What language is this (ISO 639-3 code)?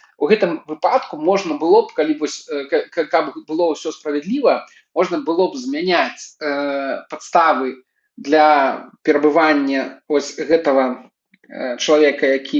bel